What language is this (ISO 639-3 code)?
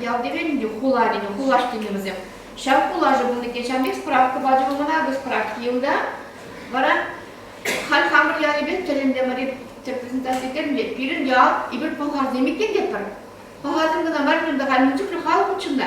chv